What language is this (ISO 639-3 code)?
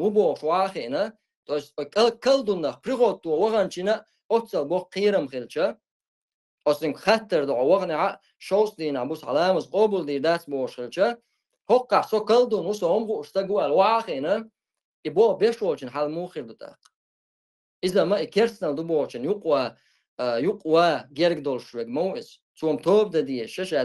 che